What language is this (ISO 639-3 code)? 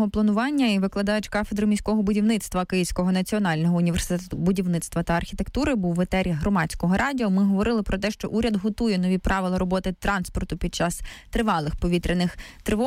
ukr